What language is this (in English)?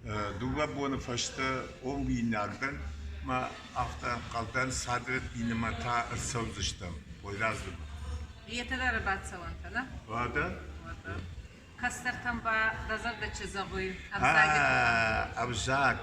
Ossetic